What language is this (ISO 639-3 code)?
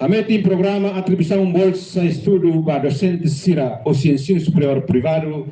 tet